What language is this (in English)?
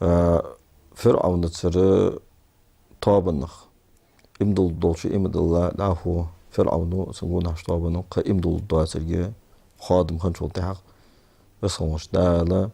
Ingush